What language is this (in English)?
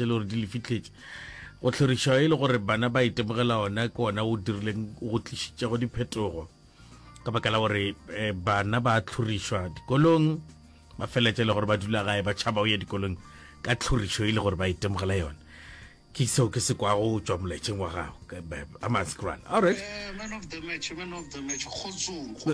Northern Sotho